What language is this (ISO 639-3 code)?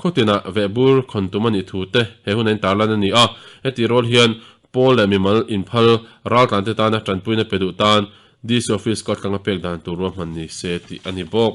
lus